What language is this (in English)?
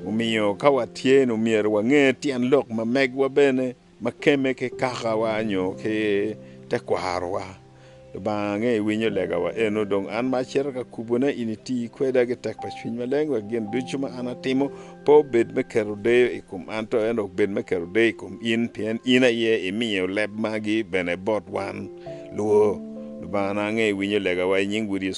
Acoli